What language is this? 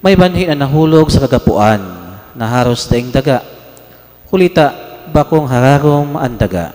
Bikol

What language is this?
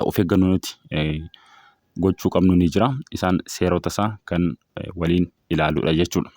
Oromo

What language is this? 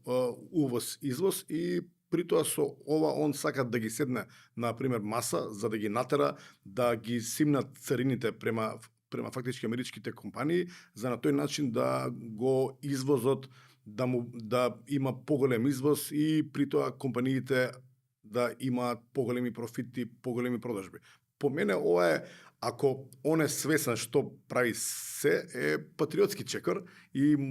Macedonian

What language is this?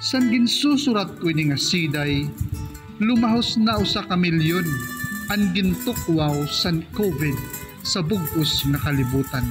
Waray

